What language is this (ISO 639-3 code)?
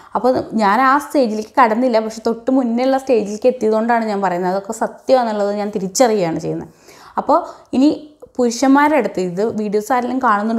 mal